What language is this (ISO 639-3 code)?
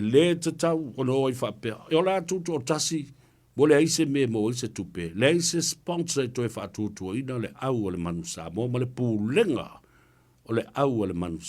smo